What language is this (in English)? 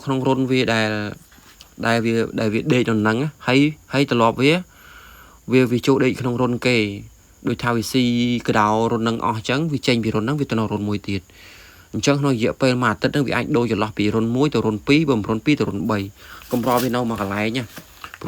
Khmer